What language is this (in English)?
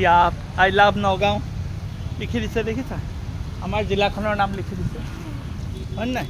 Assamese